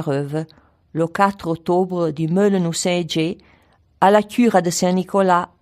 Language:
Arpitan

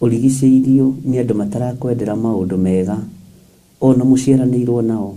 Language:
Kikuyu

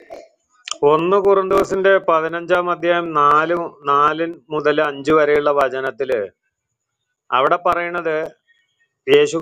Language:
Malayalam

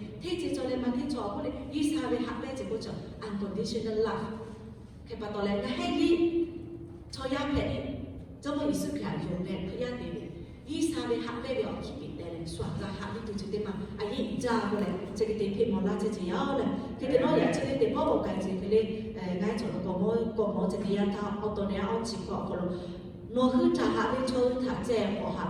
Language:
Lahu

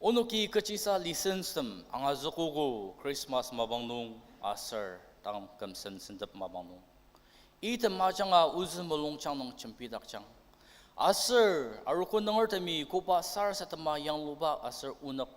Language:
Ao Naga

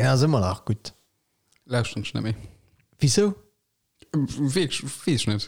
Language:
Luxembourgish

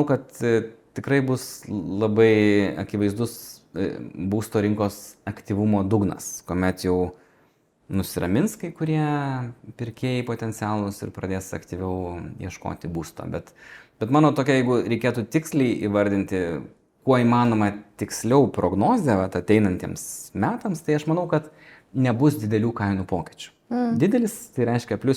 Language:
Lithuanian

